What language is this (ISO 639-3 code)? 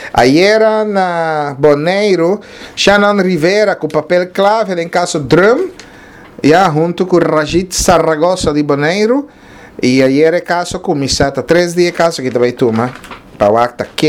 pap